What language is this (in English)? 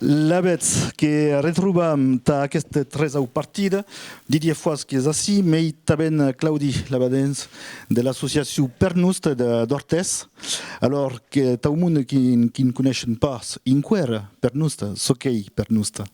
Occitan